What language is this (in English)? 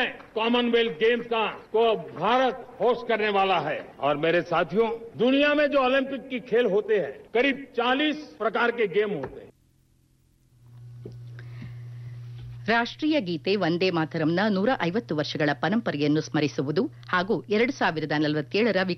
Kannada